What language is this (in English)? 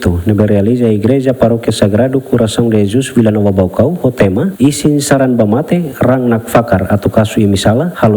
Tetum